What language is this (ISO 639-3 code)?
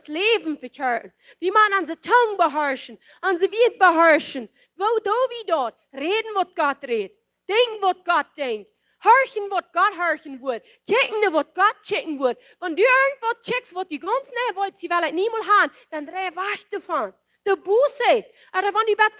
pdt